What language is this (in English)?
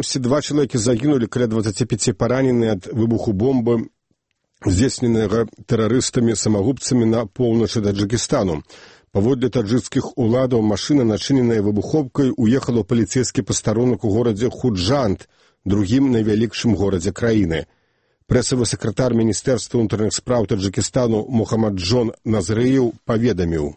Belarusian